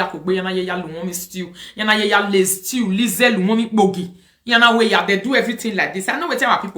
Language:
Nigerian Pidgin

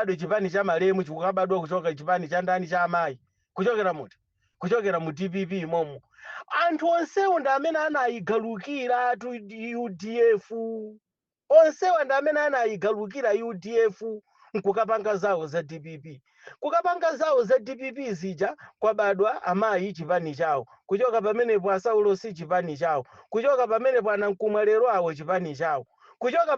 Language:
Nyanja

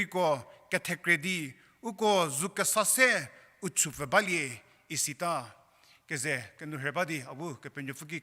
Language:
Angami Naga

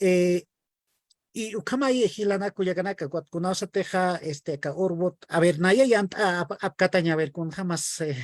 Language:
Aymara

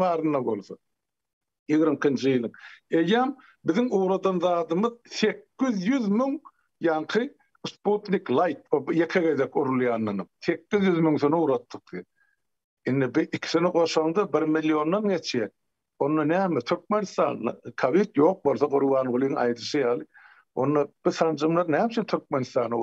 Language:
Turkmen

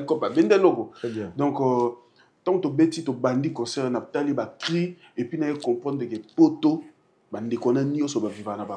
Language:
Lingala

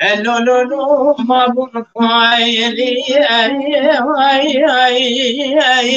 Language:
Kurdish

